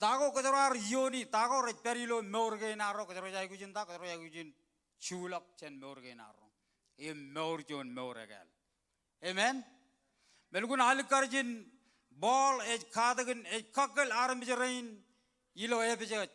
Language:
Marshallese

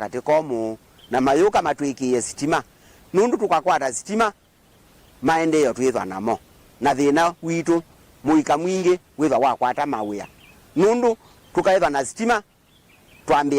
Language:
Kamba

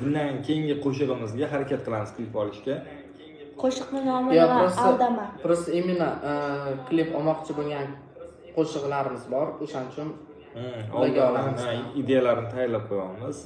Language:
Uzbek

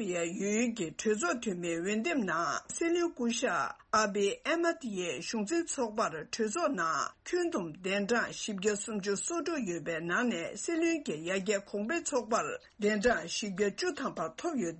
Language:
Tibetan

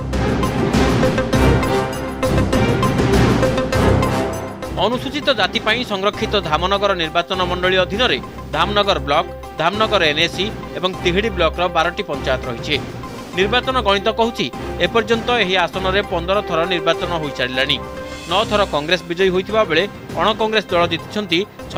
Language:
Odia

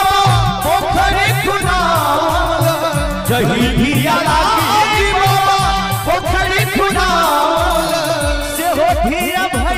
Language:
Bhojpuri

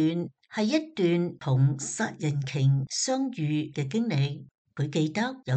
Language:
Cantonese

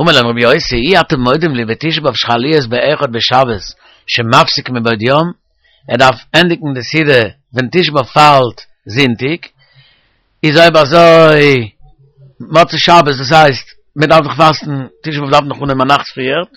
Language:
Yiddish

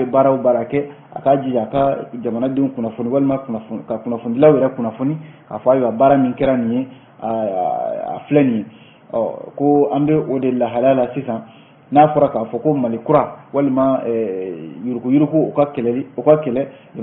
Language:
Bambara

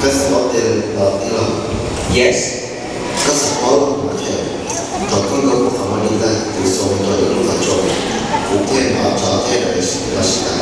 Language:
Hmong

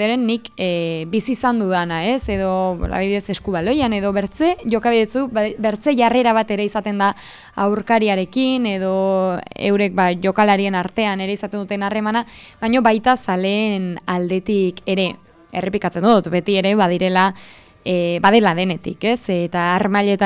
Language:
Basque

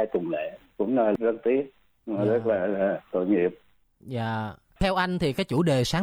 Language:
Vietnamese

